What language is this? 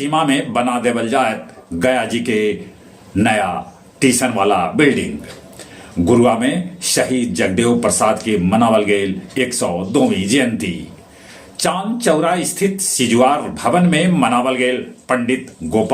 Magahi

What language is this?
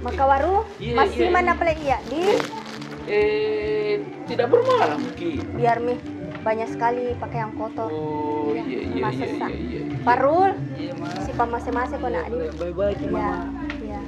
Makassar Malay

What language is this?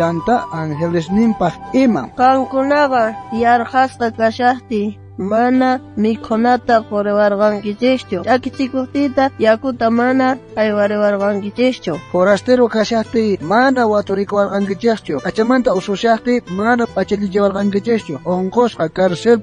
South Bolivian Quechua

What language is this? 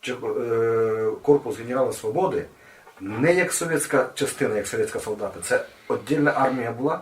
Rusyn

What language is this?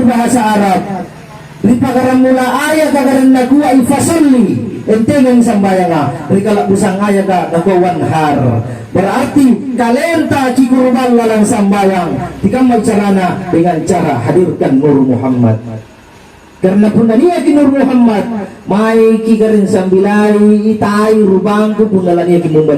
Makasar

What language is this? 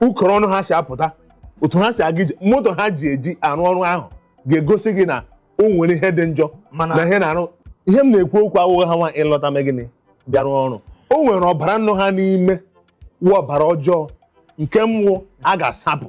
Igbo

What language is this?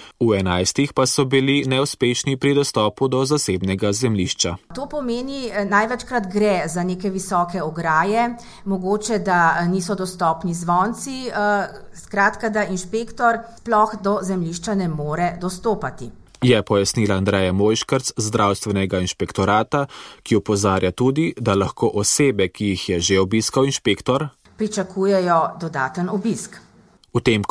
Slovenian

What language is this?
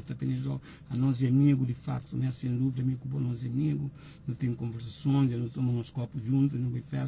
Kabuverdianu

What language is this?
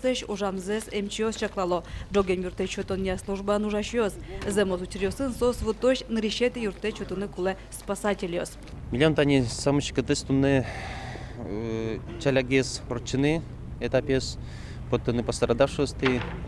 Udmurt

